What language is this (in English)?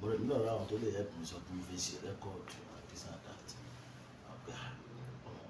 Yoruba